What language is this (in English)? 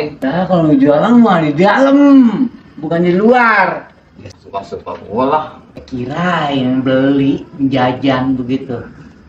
Betawi